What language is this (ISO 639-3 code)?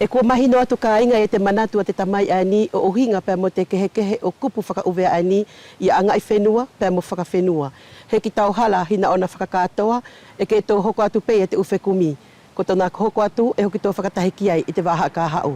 wls